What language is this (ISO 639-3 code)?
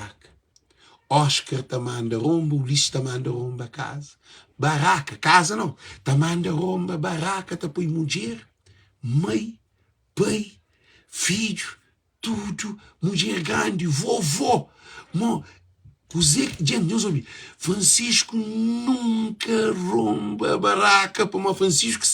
kea